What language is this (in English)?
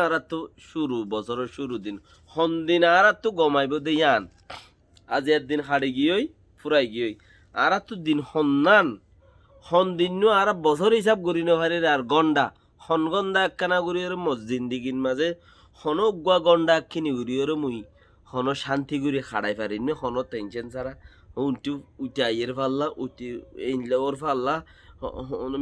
Rohingya